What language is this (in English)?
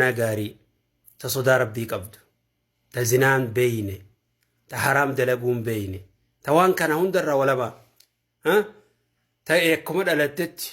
Oromo